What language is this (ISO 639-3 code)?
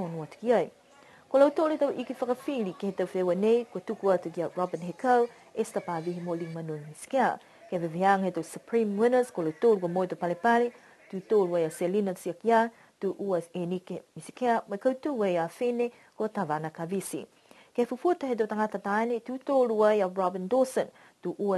niu